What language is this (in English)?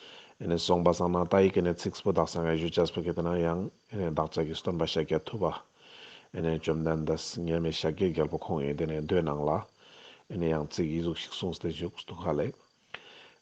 Ladakhi